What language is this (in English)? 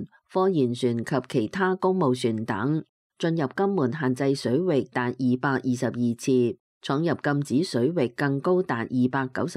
Cantonese